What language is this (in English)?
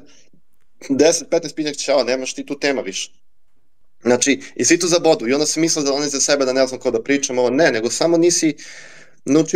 Serbian